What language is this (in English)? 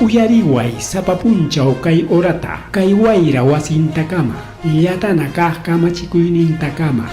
Ayacucho Quechua